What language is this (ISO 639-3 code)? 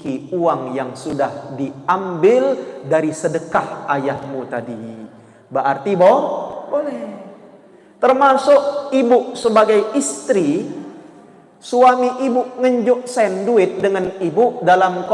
mui